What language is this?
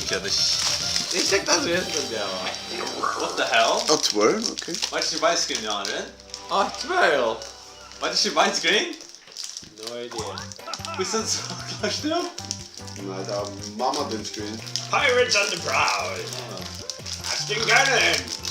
Faroese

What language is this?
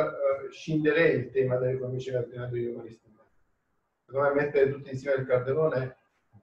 Italian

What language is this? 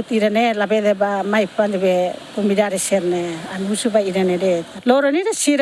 Tetum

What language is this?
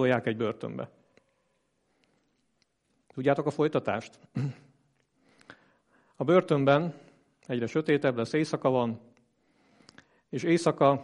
Hungarian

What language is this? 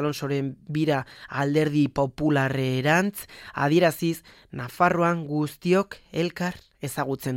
Basque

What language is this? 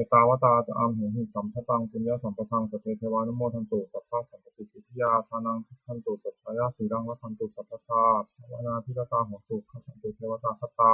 Pali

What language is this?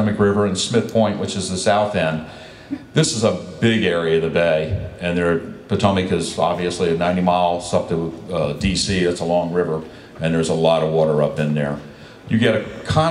English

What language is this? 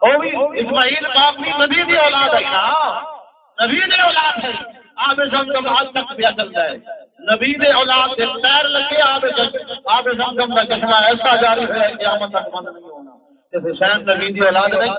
Saraiki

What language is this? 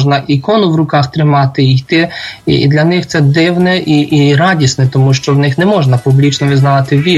Ukrainian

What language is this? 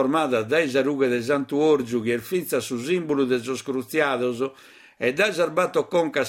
Sardinian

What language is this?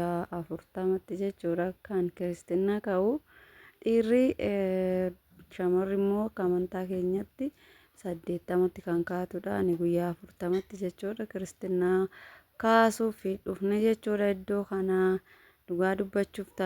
Oromo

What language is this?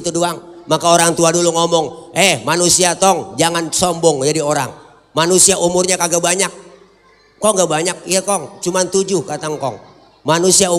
Betawi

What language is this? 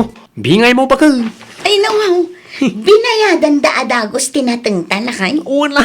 Iloko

